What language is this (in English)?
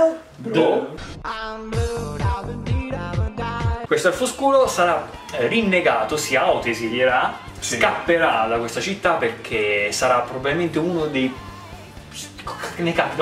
Italian